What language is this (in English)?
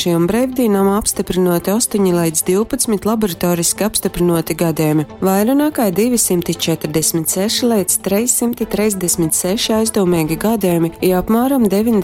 Latgalian